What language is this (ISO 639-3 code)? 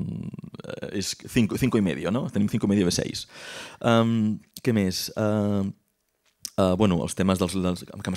cat